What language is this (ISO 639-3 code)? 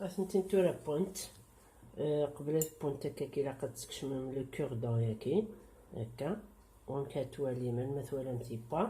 kab